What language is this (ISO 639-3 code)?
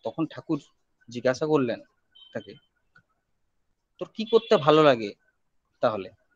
ben